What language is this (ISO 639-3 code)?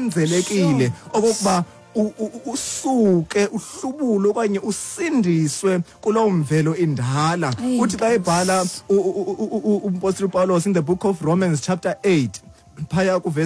xho